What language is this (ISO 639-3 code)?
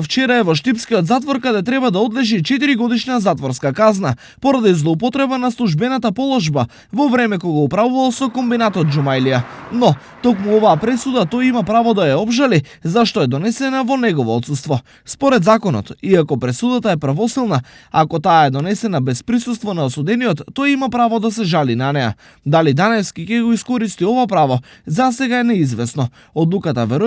mkd